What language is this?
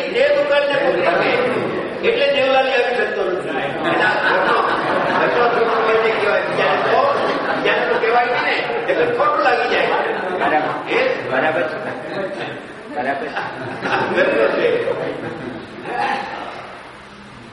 Gujarati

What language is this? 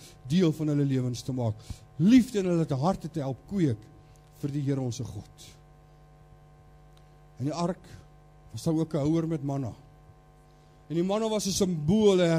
Afrikaans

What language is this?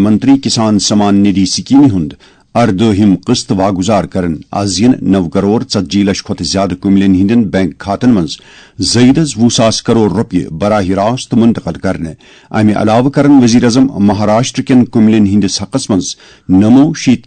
Kashmiri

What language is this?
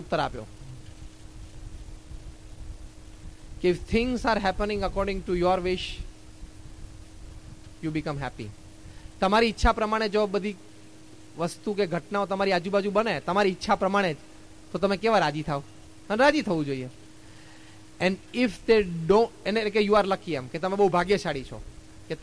Gujarati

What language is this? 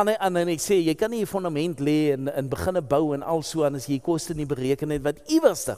Afrikaans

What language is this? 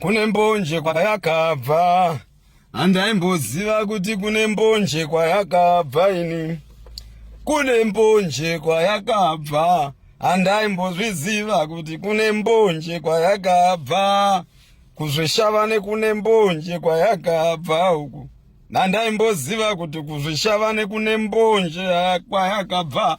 Shona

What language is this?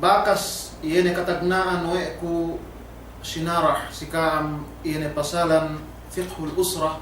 Yakan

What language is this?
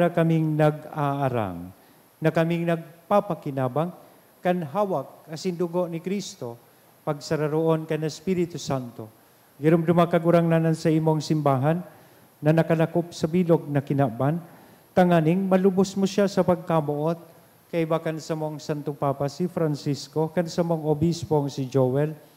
Bikol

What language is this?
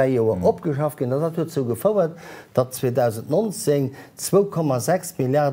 Luxembourgish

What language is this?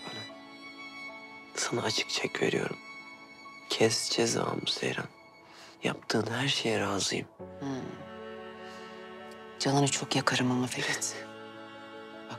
Turkish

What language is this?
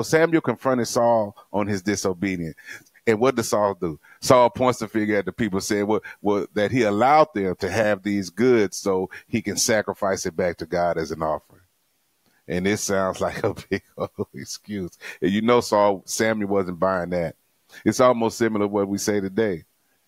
English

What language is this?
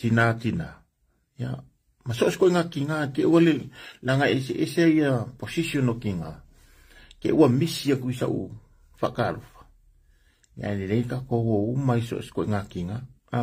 Samoan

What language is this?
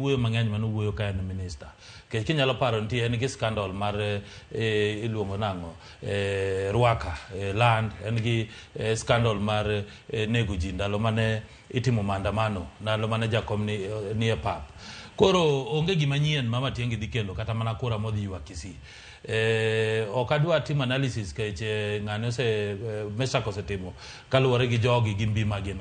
Luo (Kenya and Tanzania)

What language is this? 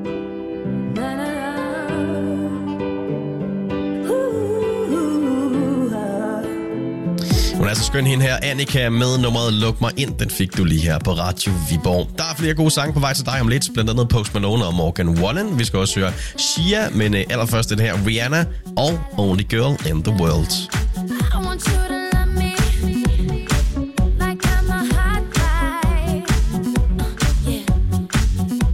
Danish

